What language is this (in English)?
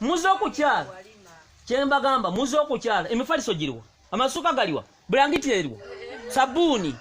Ganda